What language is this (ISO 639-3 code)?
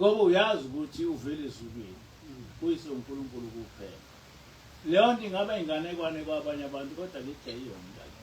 zul